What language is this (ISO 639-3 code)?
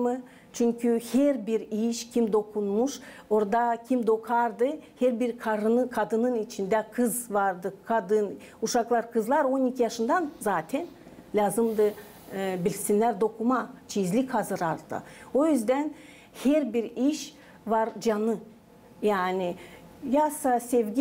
gag